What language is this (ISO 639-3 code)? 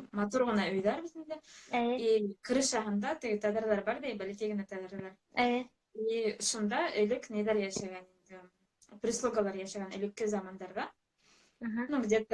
bak